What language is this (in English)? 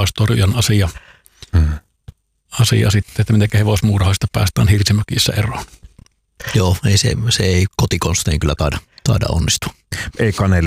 Finnish